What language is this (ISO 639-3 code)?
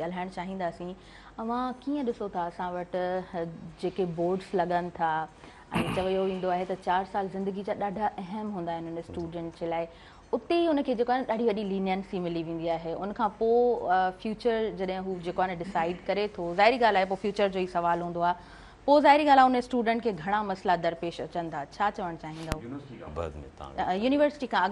snd